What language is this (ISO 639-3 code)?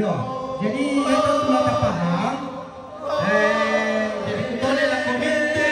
sda